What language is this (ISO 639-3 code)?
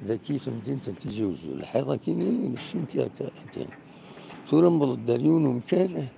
kab